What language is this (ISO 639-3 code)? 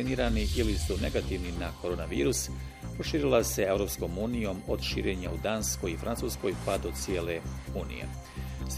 bos